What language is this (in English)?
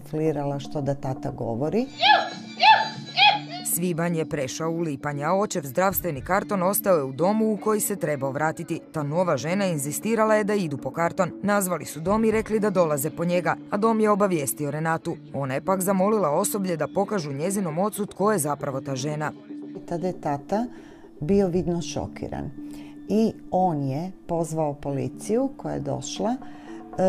Croatian